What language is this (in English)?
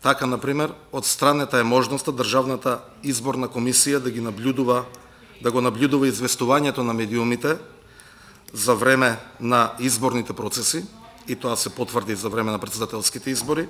Macedonian